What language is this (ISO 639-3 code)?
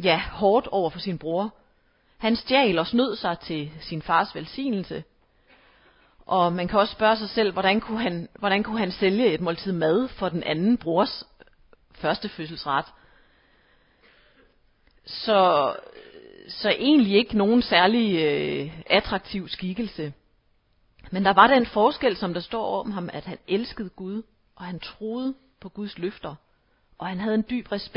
dan